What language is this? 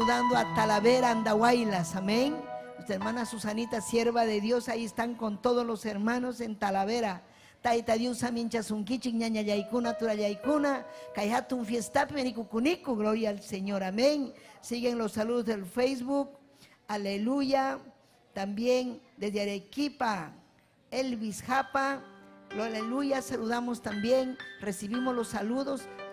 Ayacucho Quechua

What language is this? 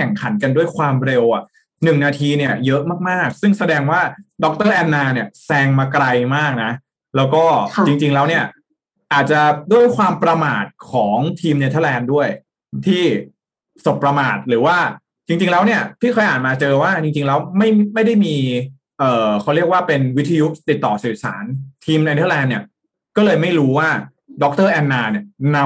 Thai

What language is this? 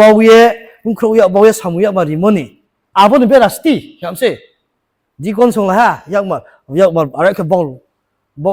Riang (India)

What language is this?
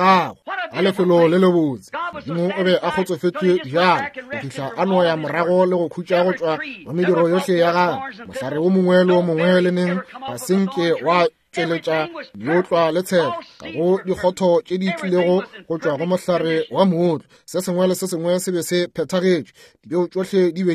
Northern Sotho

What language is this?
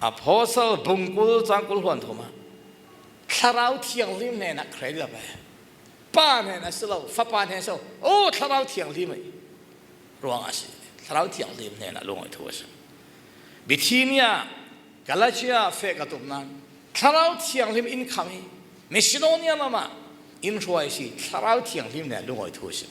Falam Chin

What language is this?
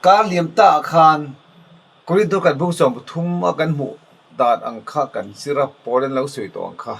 Mizo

